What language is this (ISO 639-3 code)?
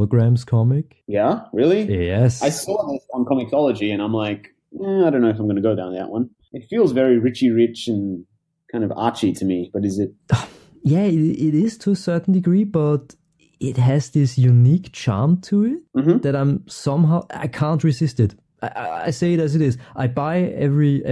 eng